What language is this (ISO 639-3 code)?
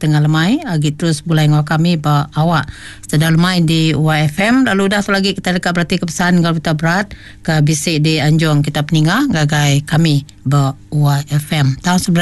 iba